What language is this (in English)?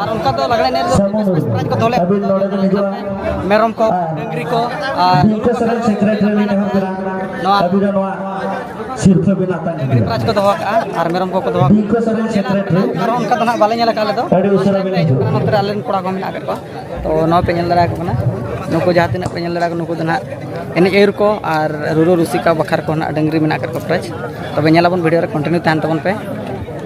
Santali